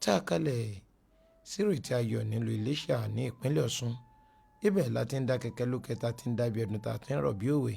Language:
Yoruba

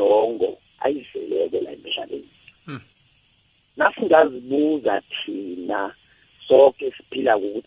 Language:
South Ndebele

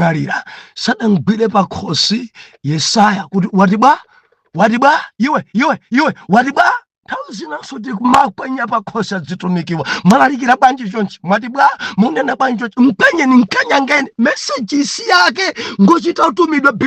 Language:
Nyanja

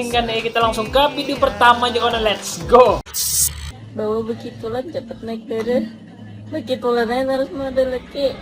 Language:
Banjar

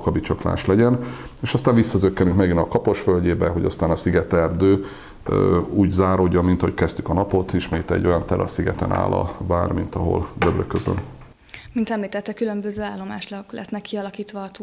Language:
Hungarian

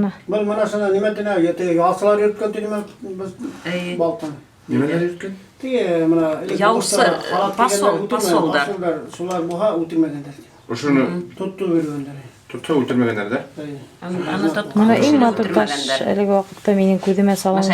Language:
Bashkir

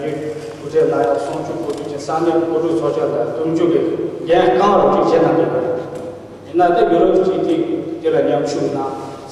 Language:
Tibetan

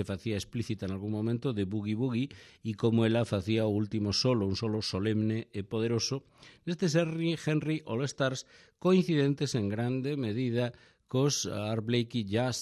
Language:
Galician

